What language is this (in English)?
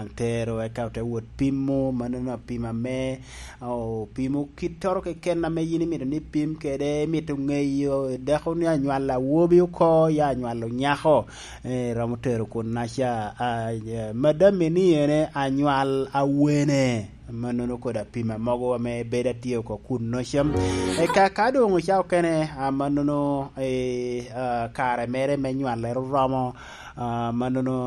Lango (Uganda)